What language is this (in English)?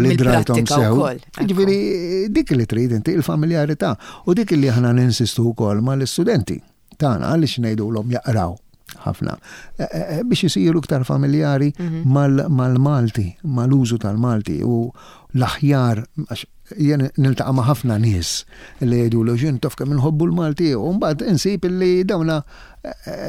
Maltese